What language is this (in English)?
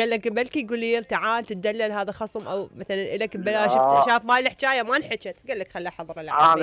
Mesopotamian Arabic